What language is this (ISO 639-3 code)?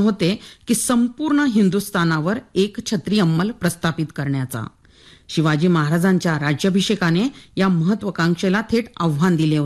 mar